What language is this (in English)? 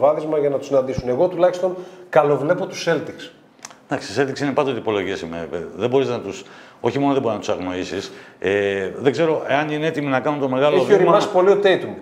Greek